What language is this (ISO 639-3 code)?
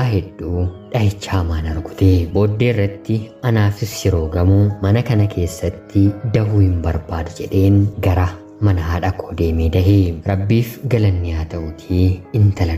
orm